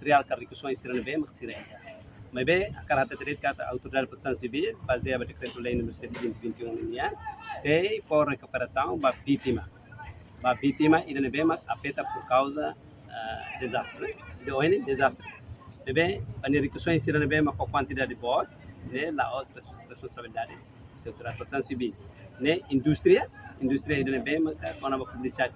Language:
Tetum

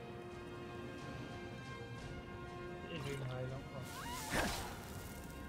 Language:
German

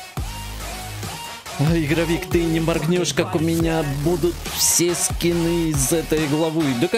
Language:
Russian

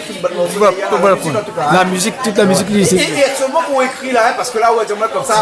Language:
Réunion Creole French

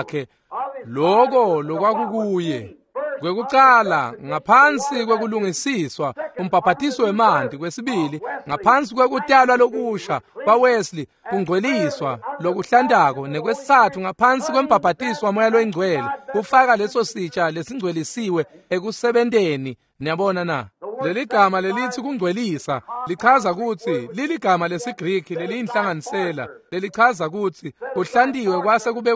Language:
Swati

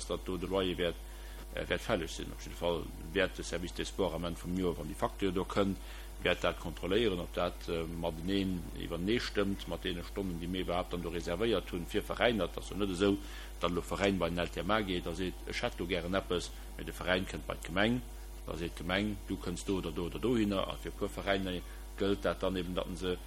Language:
Luxembourgish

